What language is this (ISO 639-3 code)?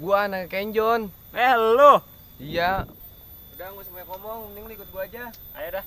bew